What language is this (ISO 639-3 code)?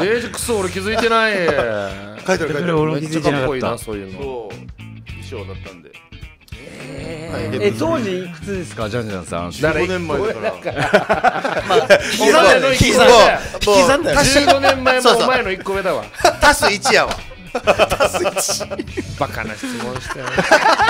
jpn